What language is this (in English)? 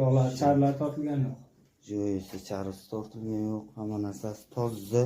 Uzbek